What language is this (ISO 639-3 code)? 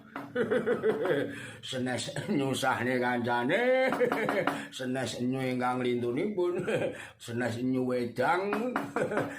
jav